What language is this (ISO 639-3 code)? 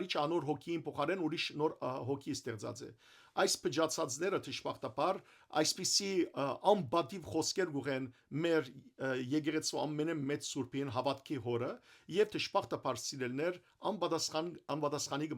hyw